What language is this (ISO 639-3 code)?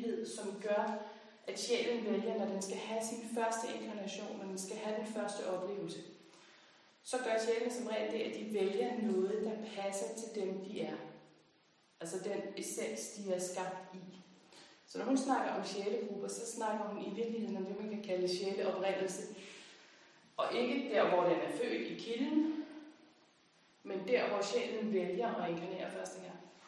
dan